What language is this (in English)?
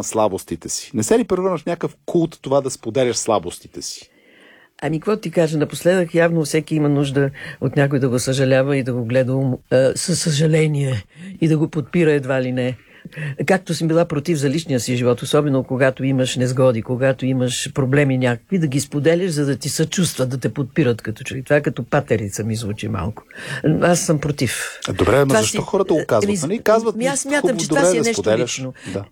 Bulgarian